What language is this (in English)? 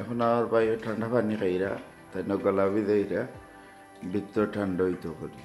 Sylheti